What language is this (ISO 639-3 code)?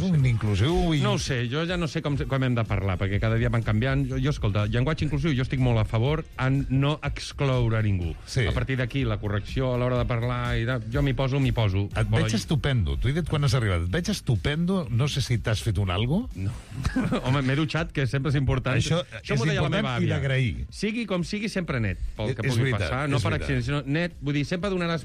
cat